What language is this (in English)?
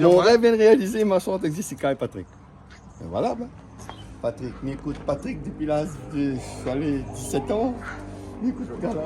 Réunion Creole French